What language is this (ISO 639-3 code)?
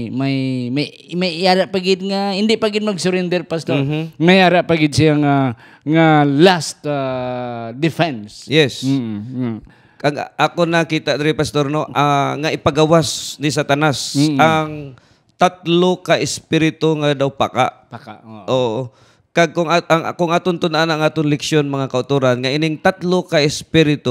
hil